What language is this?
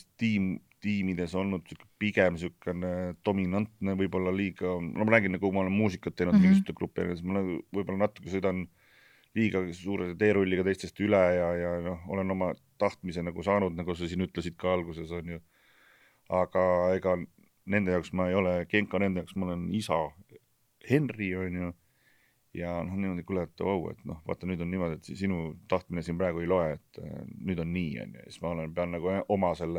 Estonian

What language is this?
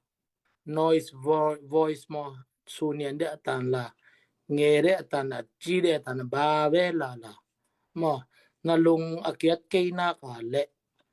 Tedim Chin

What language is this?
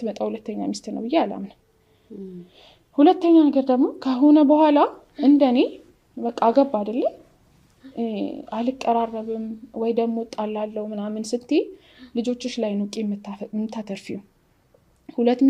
Amharic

